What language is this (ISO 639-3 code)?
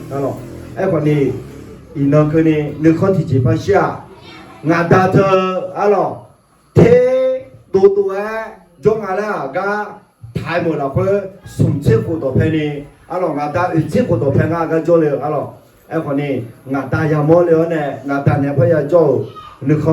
ahk